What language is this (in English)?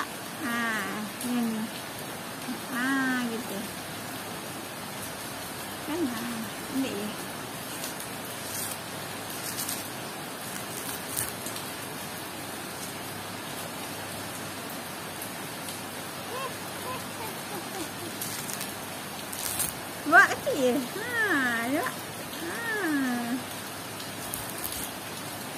Malay